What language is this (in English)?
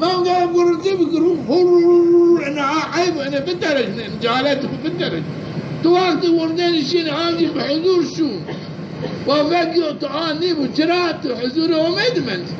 Zaza